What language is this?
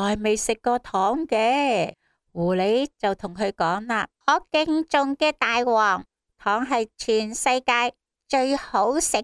Cantonese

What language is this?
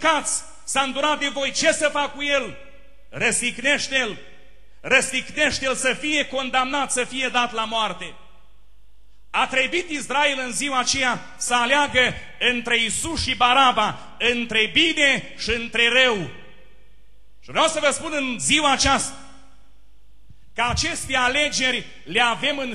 Romanian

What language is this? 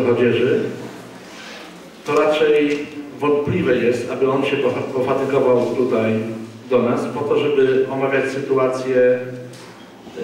Polish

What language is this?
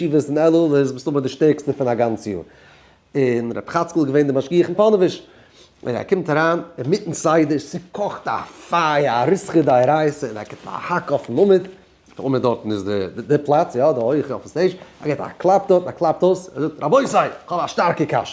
Yiddish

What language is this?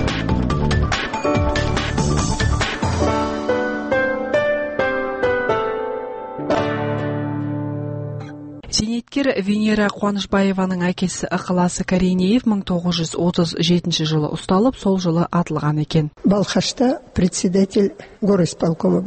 Kazakh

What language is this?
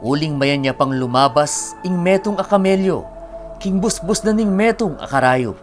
Pampanga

